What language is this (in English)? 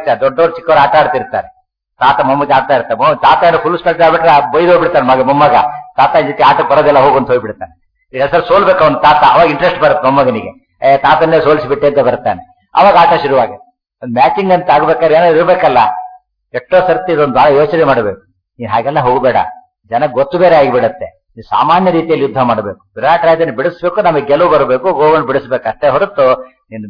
Kannada